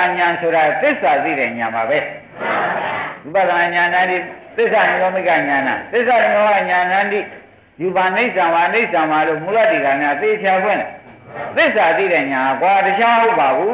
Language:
Burmese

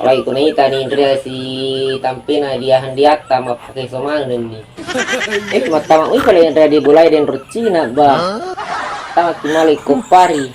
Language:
Buginese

